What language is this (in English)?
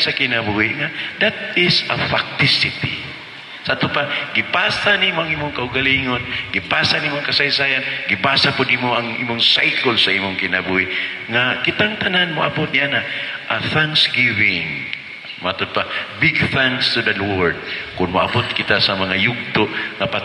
Cebuano